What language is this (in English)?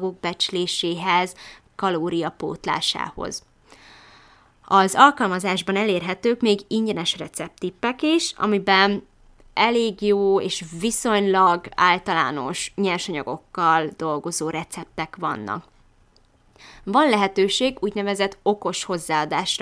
Hungarian